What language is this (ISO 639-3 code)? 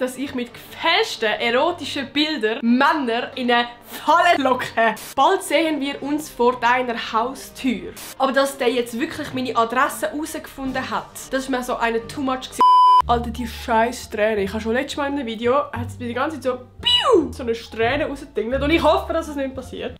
gsw